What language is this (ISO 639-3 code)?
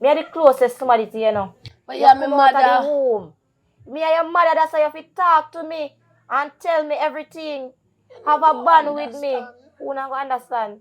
jam